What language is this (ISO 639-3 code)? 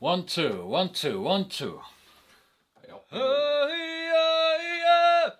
kal